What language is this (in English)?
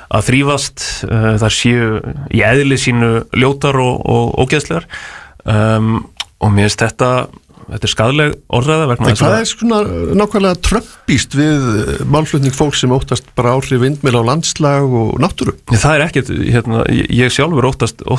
Icelandic